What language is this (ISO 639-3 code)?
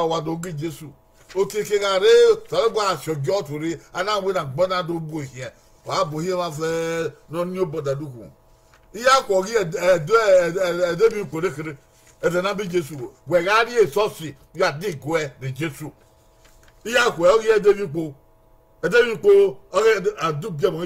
bin